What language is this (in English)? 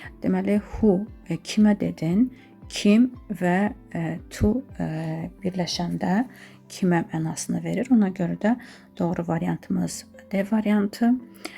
Azerbaijani